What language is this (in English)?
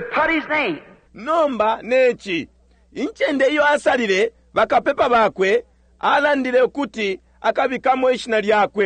Bemba